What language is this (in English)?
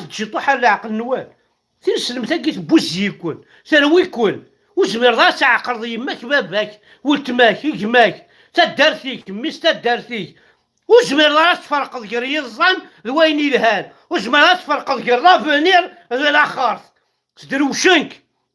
Kabyle